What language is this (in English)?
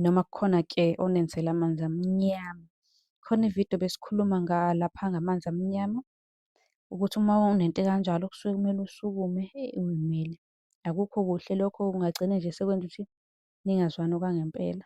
Zulu